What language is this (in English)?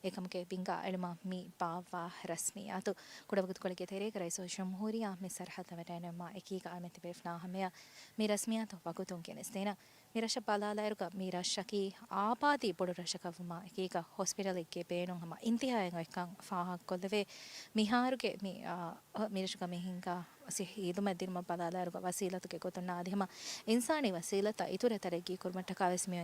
Divehi